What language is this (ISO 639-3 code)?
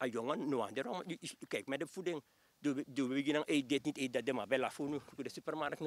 srn